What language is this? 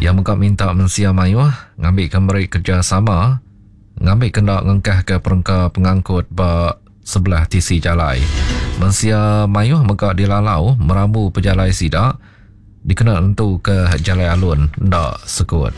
Iban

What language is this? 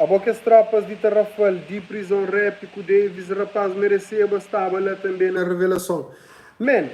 Kabuverdianu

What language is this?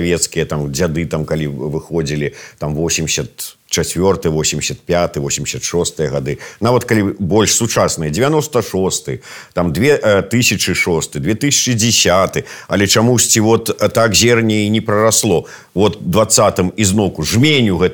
Belarusian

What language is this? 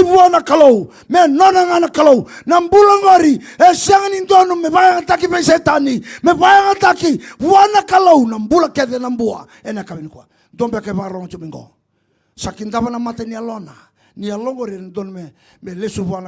Fijian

